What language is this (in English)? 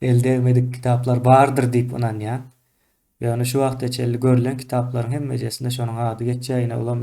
Turkmen